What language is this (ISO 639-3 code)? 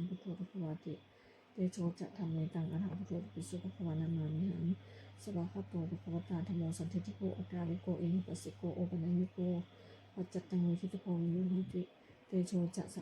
pli